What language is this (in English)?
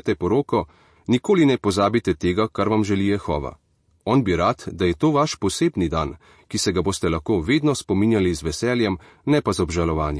Slovenian